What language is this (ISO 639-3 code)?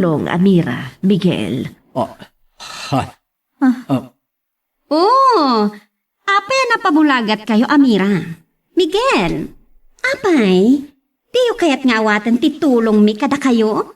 ilo